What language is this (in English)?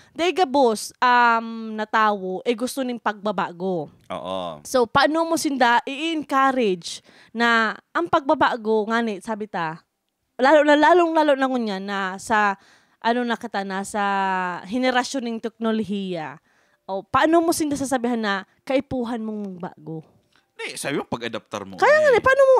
Bikol